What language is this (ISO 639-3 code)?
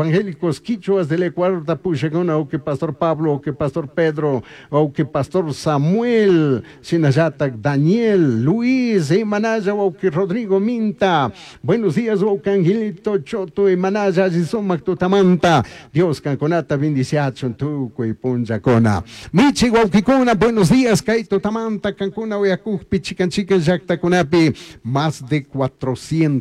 qug